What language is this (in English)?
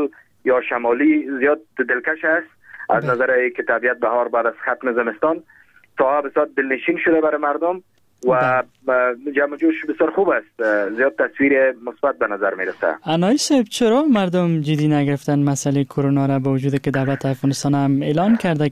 Persian